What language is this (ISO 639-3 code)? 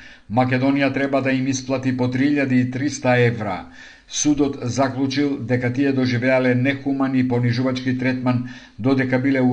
mkd